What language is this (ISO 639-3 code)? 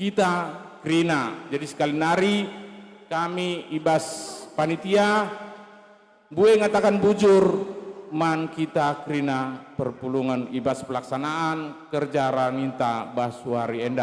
btx